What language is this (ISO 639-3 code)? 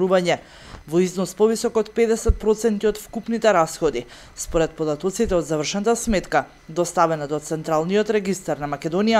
mkd